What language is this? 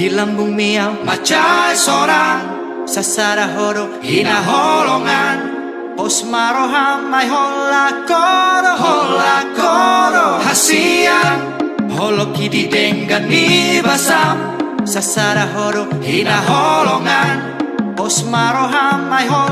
Batak Toba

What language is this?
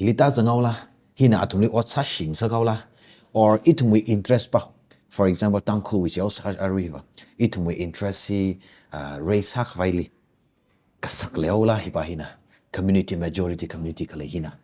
Tangkhul Naga (India)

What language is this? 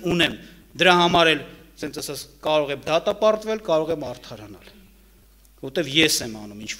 Armenian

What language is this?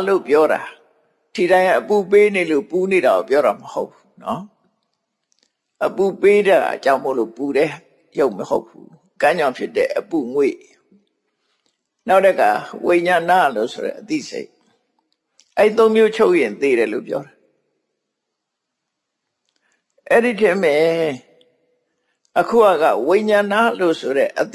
Burmese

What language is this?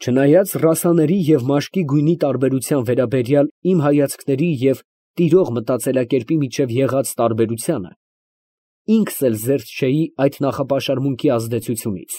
Armenian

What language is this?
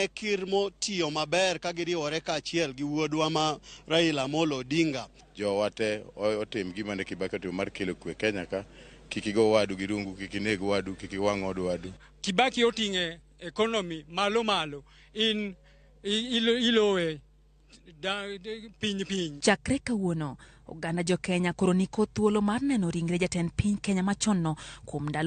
Luo (Kenya and Tanzania)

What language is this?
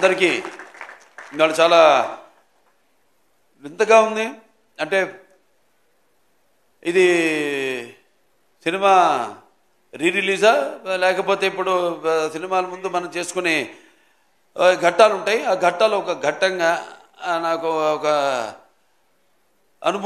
Telugu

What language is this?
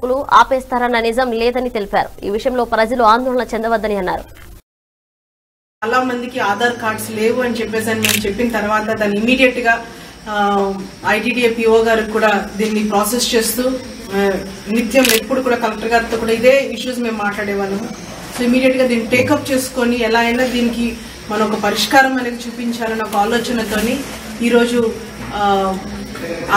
Telugu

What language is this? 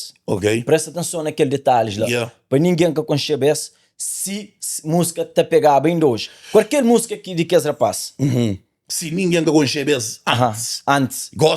Kabuverdianu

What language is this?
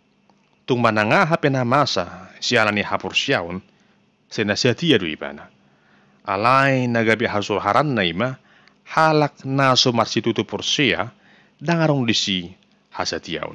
Batak Toba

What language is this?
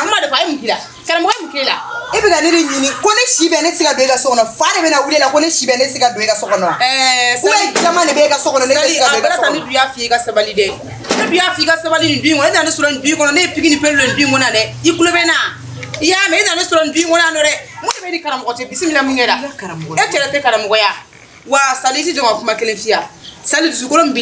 Bambara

